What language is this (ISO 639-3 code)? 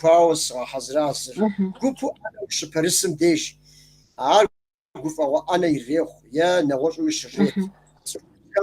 kbd